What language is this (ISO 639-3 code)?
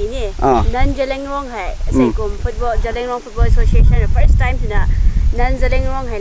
nbu